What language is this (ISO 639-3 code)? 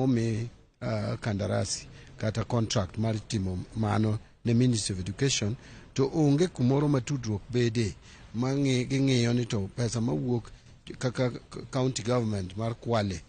luo